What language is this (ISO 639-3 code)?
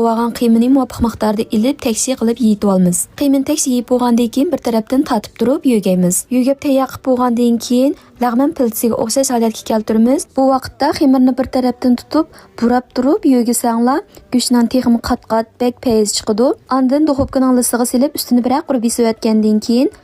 uig